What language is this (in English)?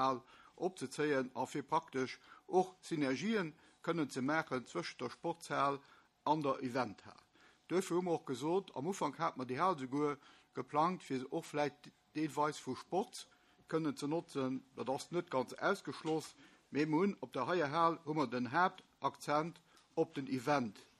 Luxembourgish